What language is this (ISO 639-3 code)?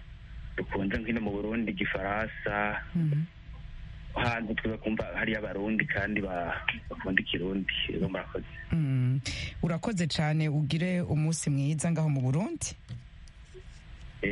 kin